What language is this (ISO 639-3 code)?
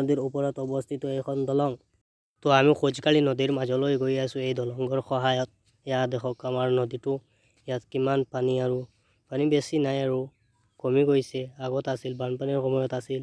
asm